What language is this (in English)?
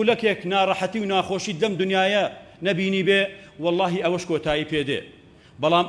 Central Kurdish